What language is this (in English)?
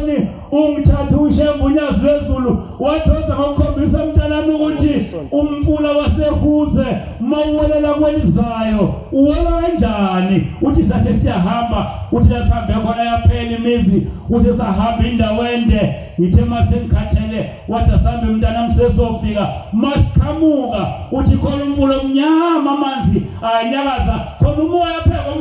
Zulu